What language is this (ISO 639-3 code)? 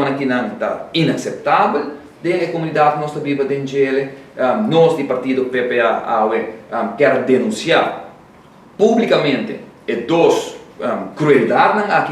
pap